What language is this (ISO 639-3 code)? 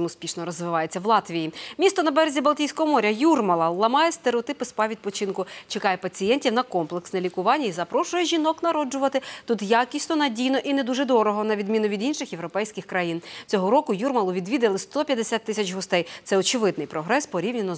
ukr